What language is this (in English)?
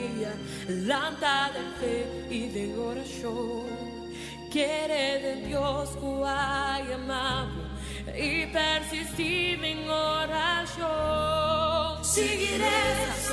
Papiamento